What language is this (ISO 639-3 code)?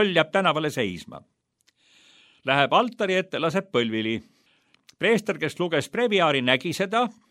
est